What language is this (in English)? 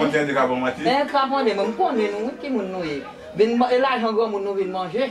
Haitian Creole